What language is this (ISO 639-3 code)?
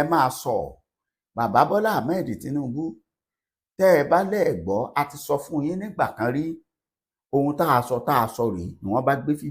yor